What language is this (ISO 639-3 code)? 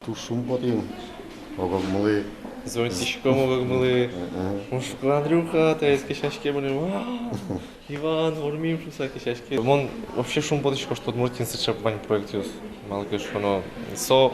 udm